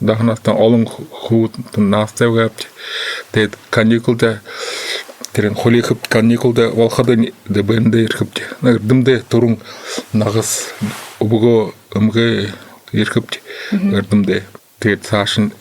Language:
Buriat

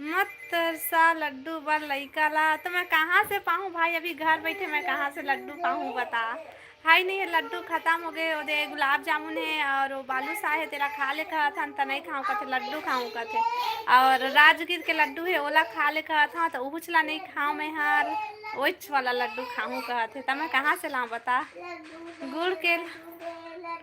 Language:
Chhattisgarhi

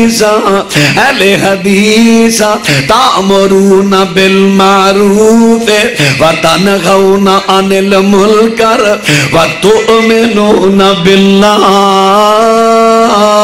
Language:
Urdu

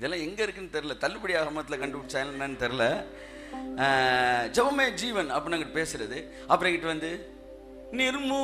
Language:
Tamil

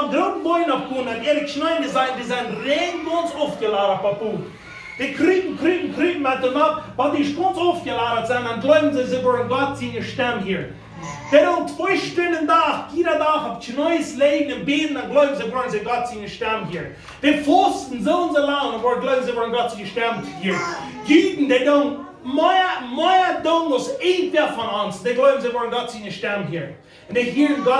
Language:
Plautdietsch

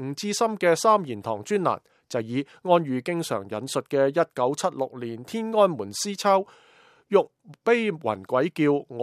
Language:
Cantonese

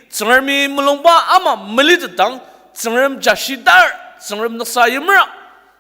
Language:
Ao Naga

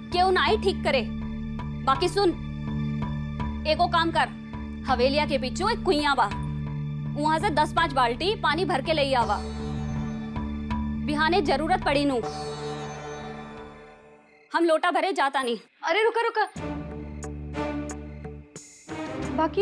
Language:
Bhojpuri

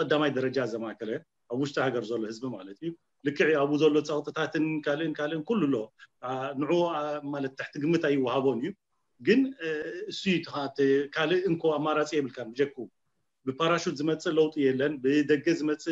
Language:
Tigrinya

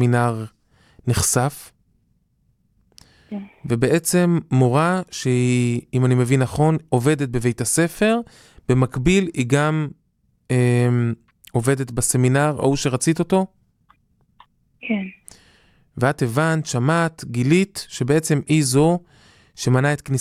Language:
Hebrew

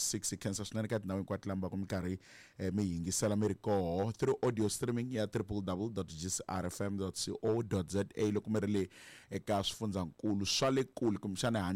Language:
Tsonga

